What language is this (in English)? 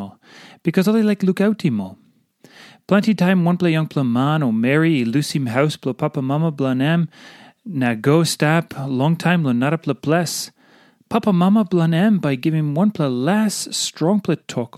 Tok Pisin